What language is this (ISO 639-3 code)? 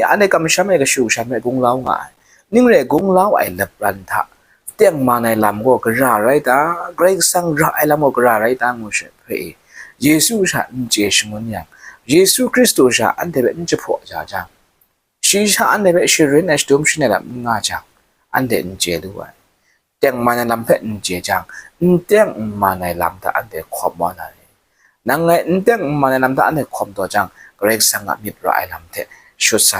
kac